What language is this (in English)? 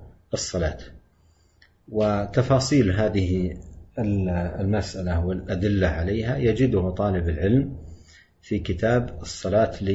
Arabic